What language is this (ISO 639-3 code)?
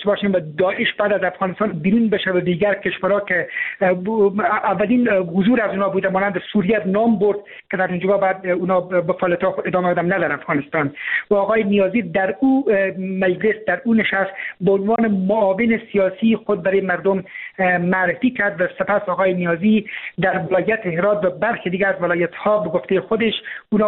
fas